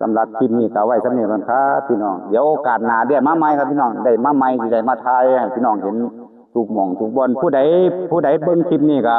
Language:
Northeastern Thai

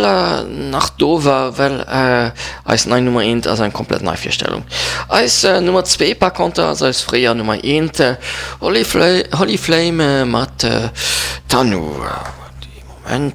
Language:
Luxembourgish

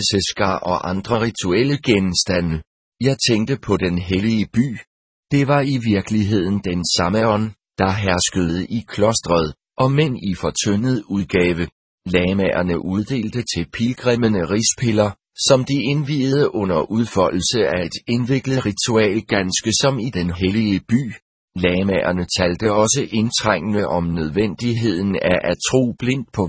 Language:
Danish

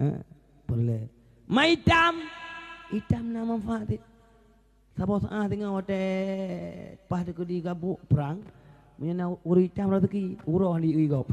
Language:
Achinese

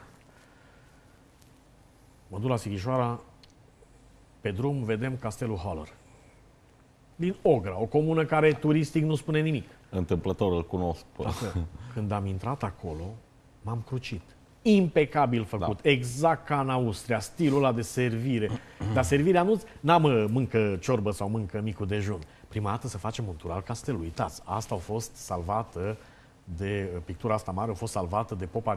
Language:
Romanian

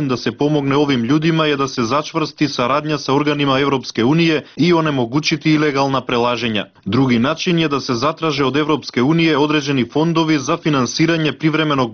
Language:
Serbian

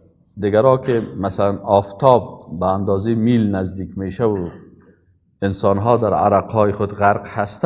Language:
Persian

